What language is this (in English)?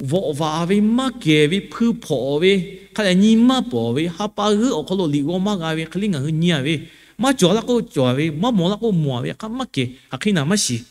Lahu